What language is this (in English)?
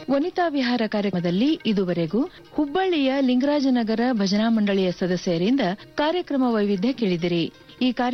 Kannada